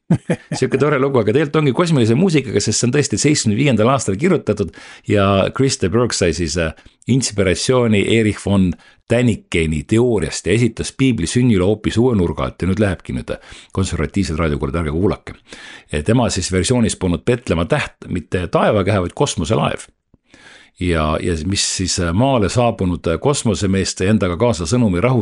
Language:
Estonian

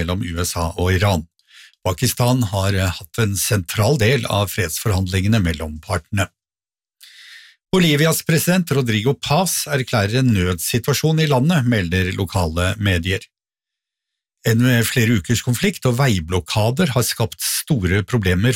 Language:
Norwegian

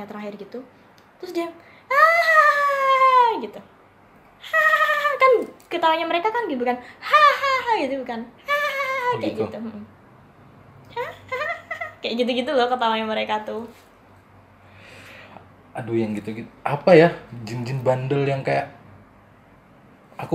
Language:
Indonesian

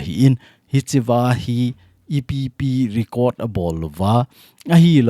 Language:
Thado Chin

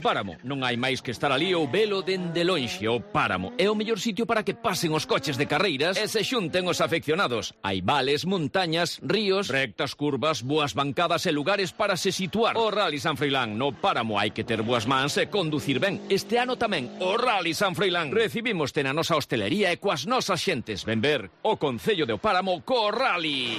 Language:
Galician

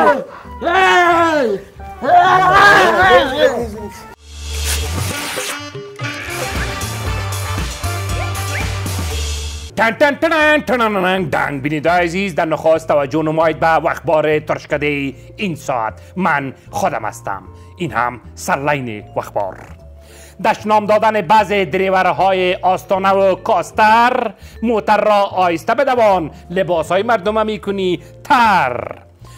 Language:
Persian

